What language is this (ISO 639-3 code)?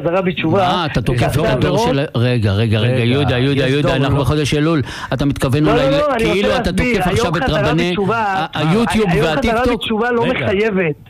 heb